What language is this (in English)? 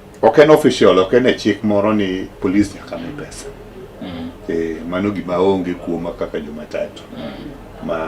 Luo (Kenya and Tanzania)